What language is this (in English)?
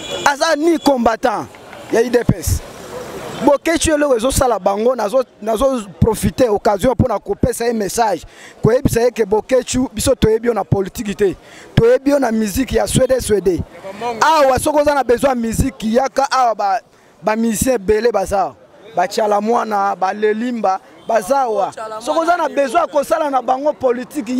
Lingala